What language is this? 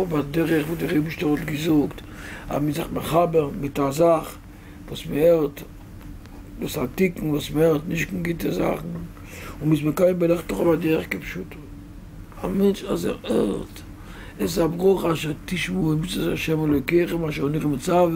Yiddish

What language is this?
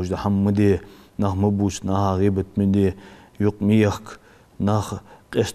Ingush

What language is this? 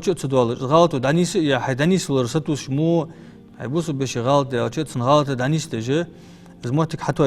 Ingush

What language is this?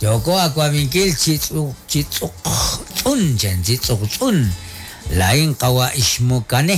Kekchí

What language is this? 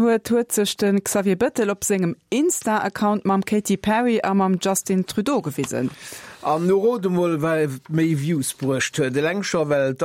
Luxembourgish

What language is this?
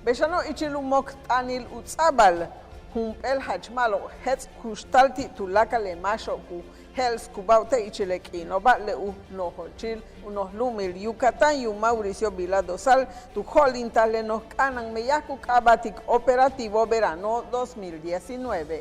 Yucateco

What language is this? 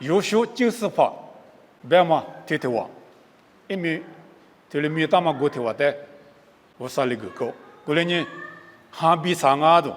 Lisu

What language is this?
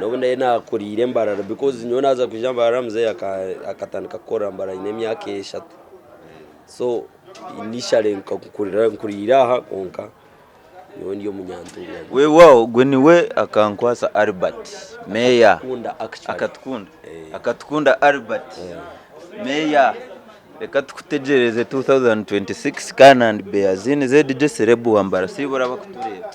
Nyankole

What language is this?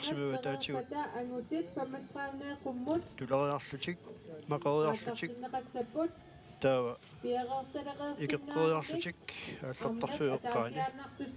Kalaallisut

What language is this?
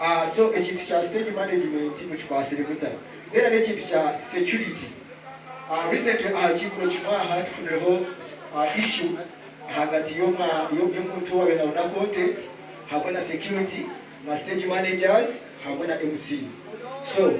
Nyankole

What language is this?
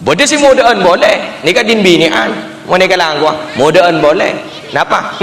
Madurese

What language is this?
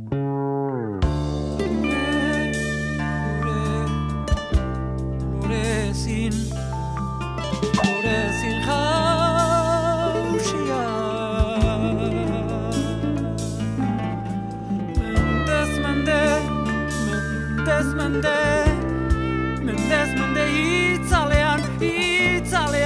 Basque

